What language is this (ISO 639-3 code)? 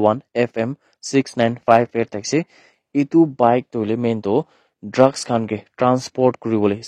nag